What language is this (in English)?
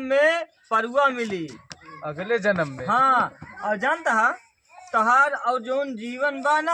Awadhi